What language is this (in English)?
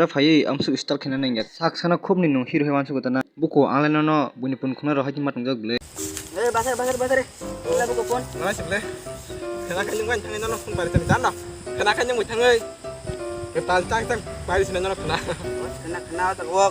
Kok Borok